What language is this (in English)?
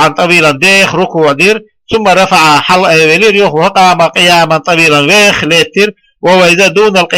Chechen